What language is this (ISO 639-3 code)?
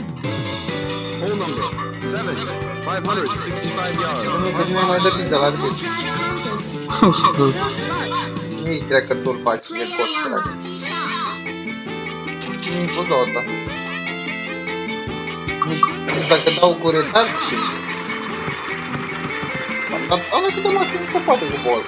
ron